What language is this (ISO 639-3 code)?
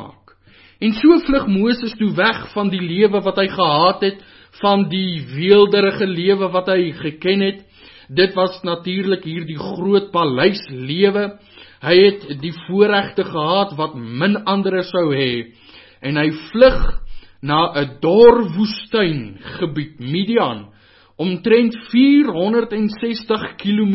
afr